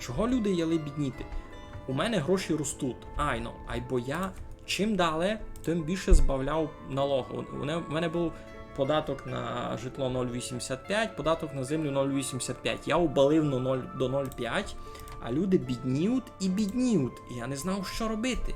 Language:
Rusyn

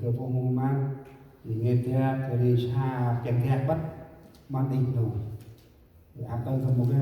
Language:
Central Mnong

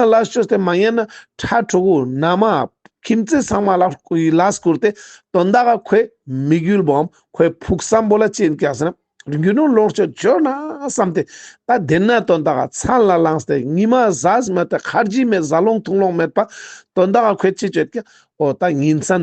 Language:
Ladakhi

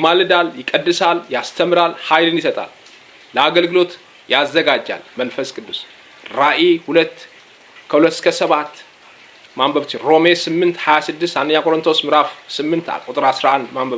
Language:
Amharic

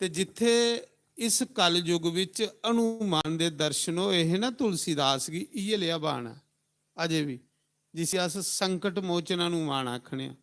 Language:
Dogri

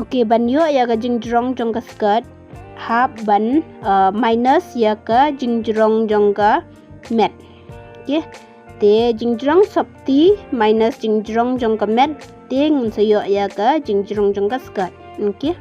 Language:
Khasi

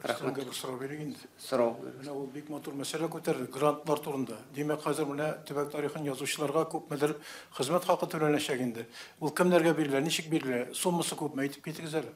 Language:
Tatar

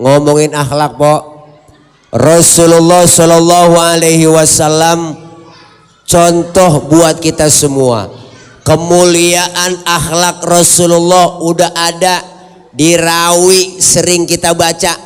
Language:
Betawi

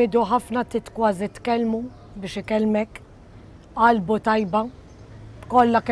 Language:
Maltese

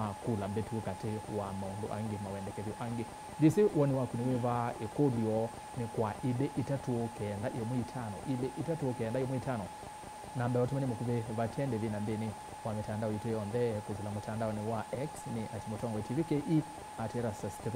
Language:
Kamba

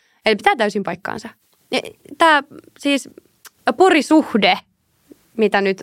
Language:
Finnish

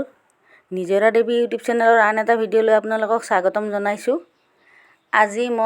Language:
Assamese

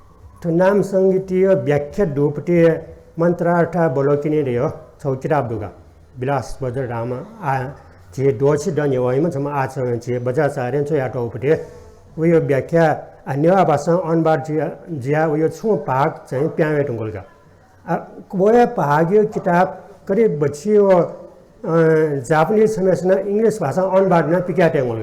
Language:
Newari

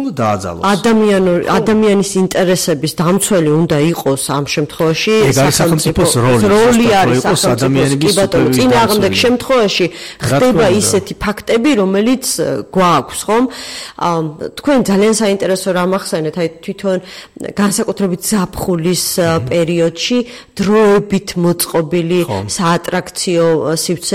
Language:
Georgian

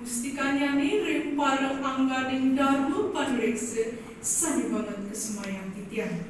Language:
Balinese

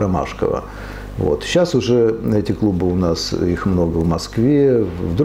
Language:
Russian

